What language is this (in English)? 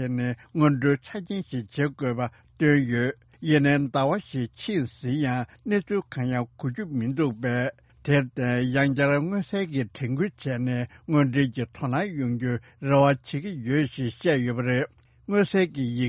Tibetan